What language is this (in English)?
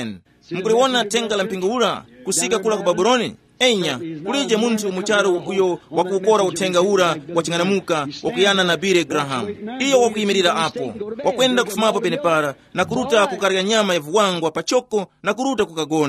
Tumbuka